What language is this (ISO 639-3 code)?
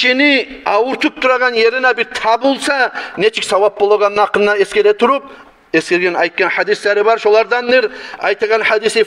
kum